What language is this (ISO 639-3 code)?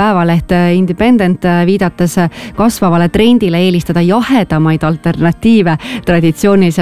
est